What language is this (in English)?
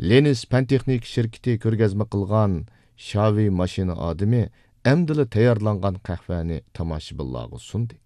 Uyghur